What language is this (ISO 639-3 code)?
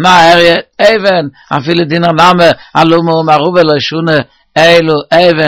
yid